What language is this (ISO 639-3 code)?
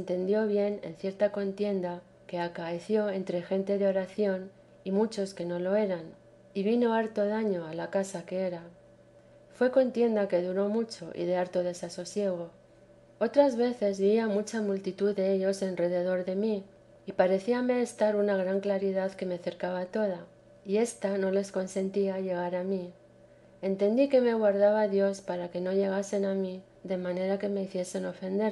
spa